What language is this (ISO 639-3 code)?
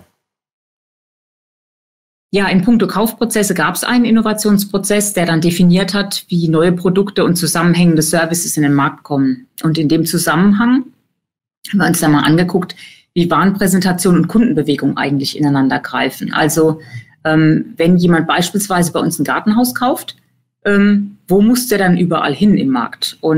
deu